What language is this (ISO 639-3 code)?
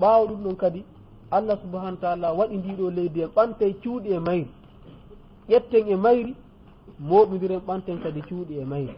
ful